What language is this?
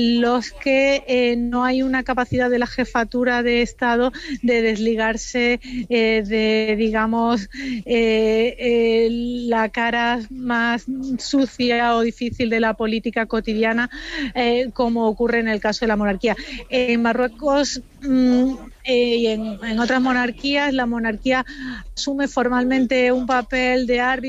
Spanish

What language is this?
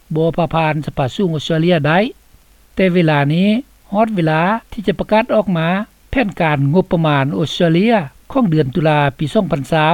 Lao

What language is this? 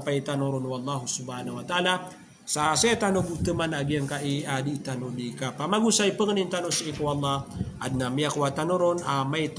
Maranao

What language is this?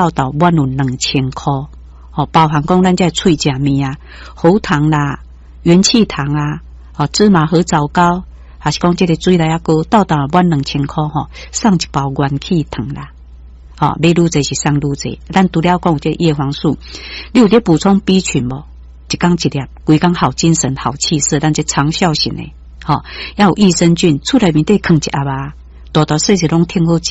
Min Nan Chinese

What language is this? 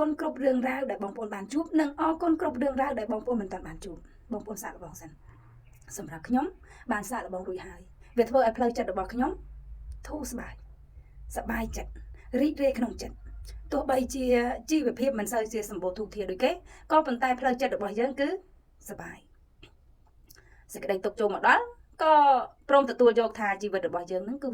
Khmer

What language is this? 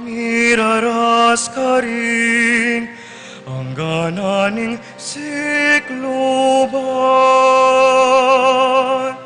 Pampanga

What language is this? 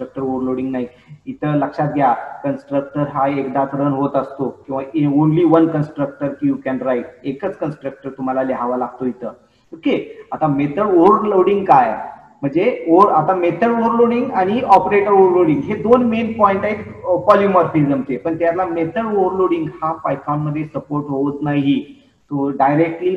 Marathi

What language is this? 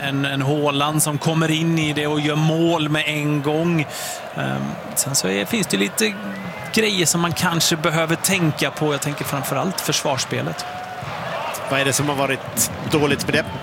Swedish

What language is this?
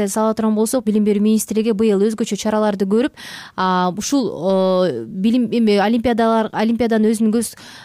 Kyrgyz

